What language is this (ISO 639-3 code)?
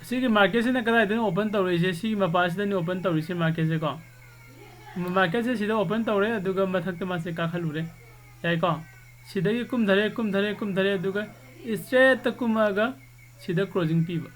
mni